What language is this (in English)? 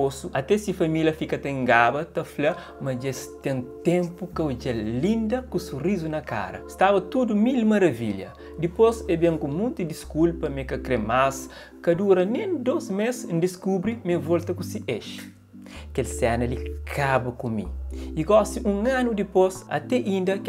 Kabuverdianu